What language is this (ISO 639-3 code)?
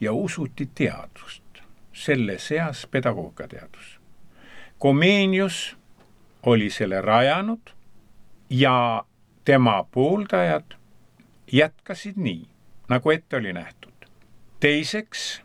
est